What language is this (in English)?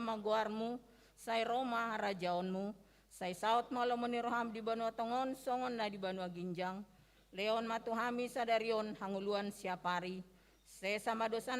Batak Toba